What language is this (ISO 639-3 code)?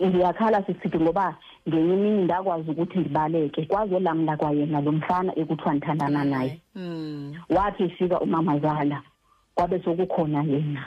xho